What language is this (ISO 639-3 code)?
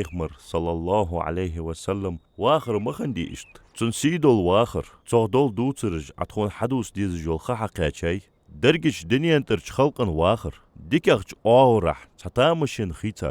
inh